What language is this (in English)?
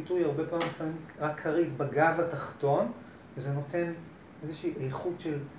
Hebrew